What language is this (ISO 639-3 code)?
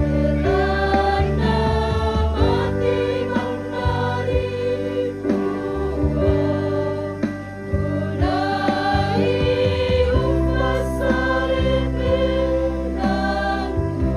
sda